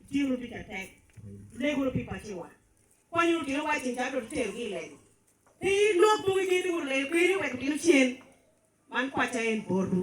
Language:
Lango (Uganda)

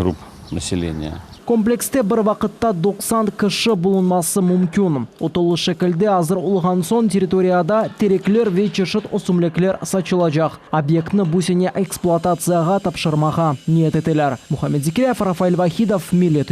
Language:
Crimean Tatar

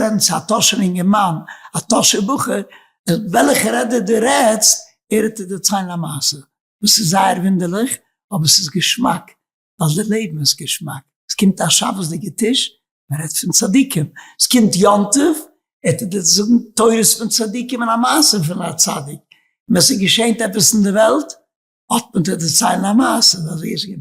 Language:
Yiddish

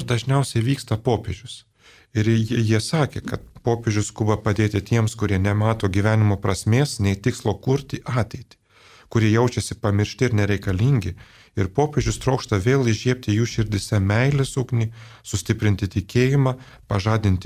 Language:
Lithuanian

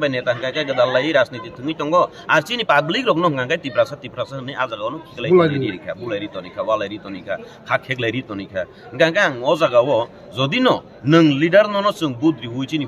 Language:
Kok Borok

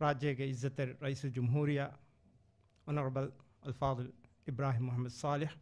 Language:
Divehi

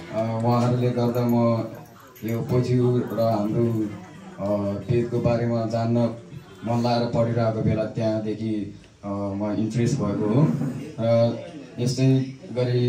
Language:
Nepali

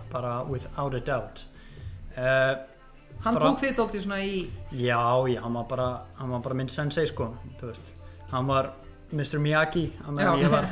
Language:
Icelandic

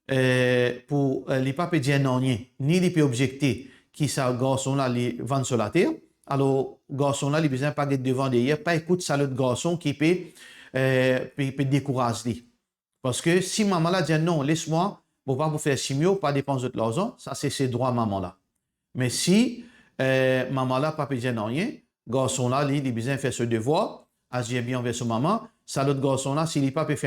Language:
Morisyen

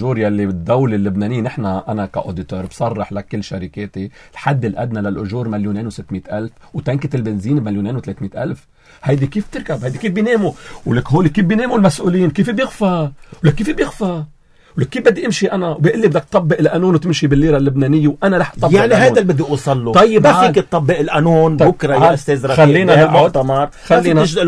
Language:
North Levantine Arabic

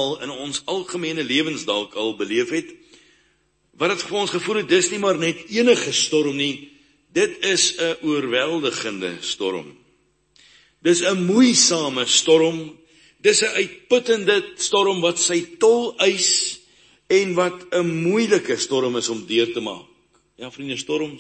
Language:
Afrikaans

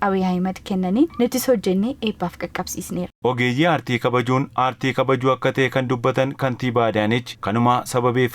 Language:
Oromo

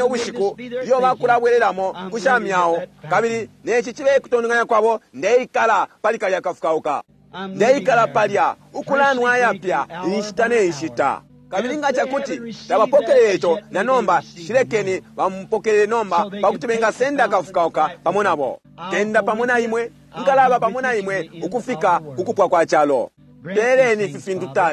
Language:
Bemba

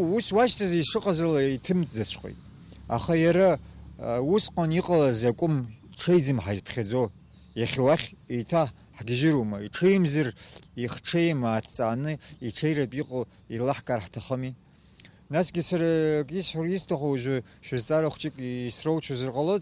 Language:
Abkhazian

